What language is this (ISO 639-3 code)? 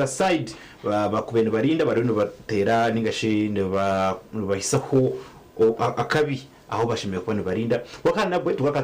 nyn